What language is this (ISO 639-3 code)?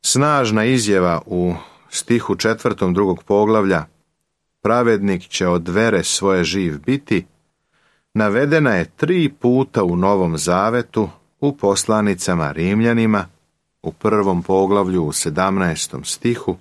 srp